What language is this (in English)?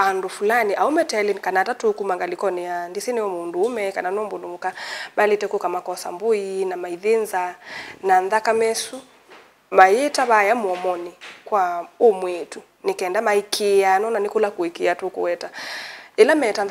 Kamba